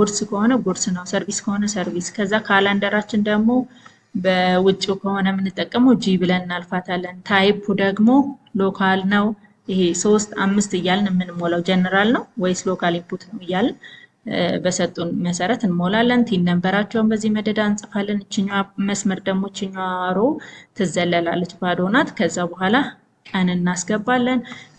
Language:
Amharic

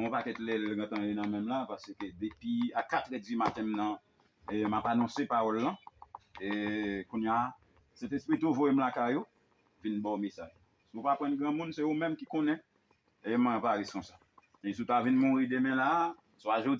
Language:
Haitian Creole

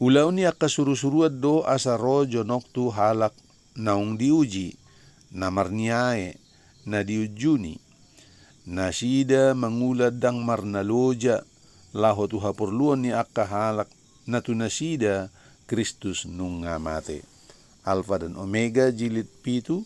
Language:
Batak Toba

